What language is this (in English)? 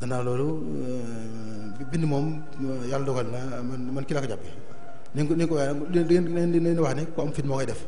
Wolof